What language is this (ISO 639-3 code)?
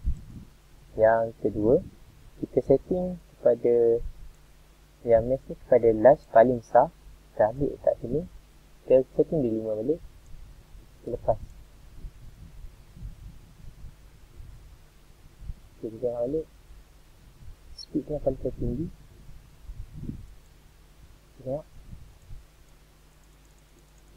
msa